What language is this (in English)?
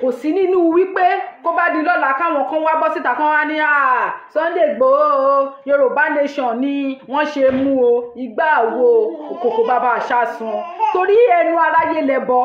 Yoruba